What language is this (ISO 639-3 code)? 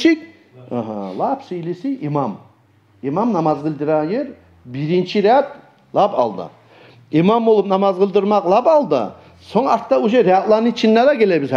kum